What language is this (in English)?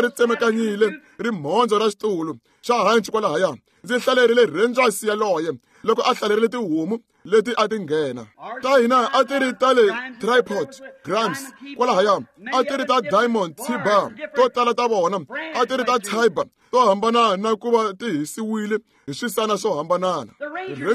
Tsonga